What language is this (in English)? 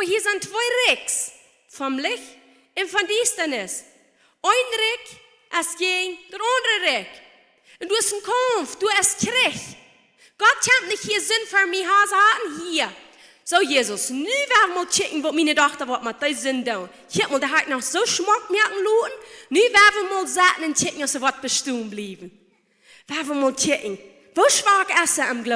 Plautdietsch